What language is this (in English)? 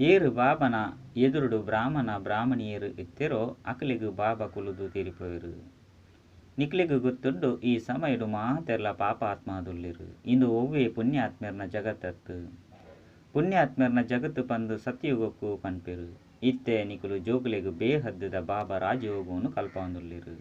Tulu